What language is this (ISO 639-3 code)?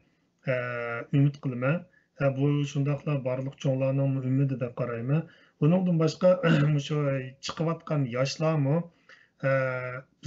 uig